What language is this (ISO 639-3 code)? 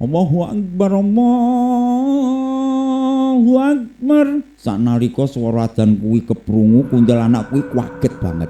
jav